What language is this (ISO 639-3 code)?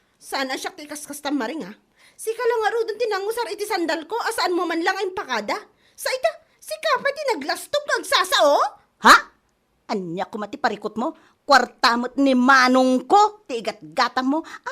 ilo